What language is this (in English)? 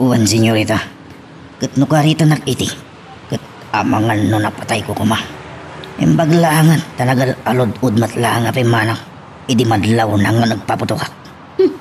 Iloko